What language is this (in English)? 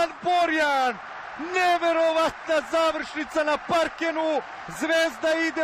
Serbian